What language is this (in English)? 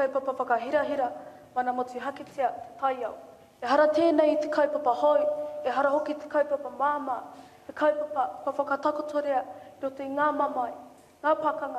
Māori